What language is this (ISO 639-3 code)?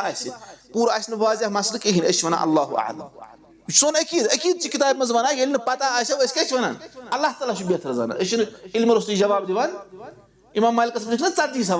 kas